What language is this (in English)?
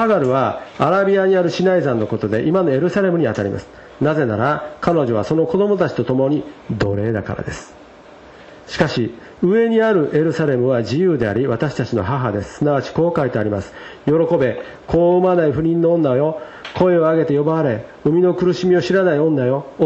Japanese